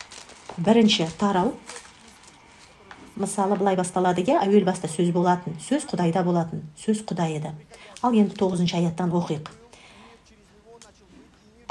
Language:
Kazakh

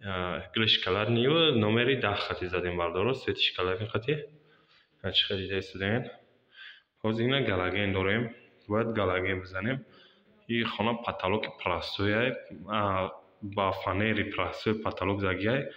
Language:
Tajik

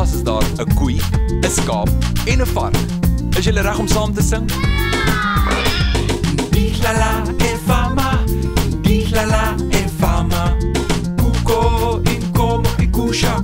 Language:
Afrikaans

